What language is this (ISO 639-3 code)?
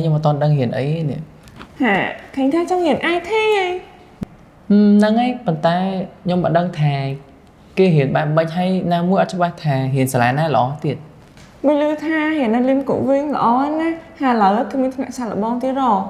khm